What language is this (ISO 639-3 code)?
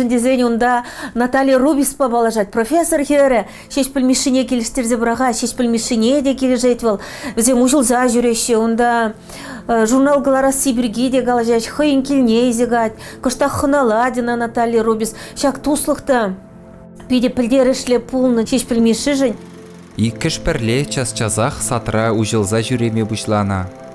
chv